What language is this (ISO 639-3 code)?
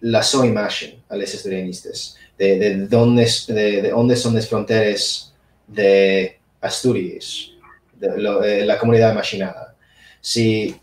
ast